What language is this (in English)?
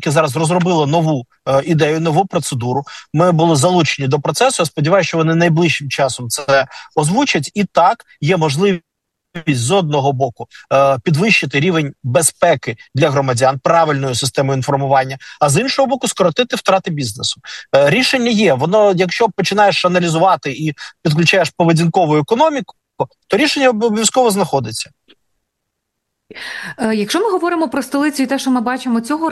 Ukrainian